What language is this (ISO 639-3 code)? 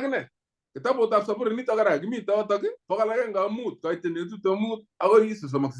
kln